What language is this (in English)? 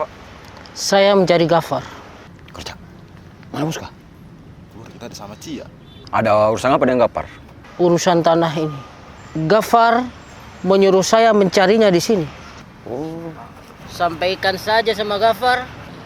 Makassar Malay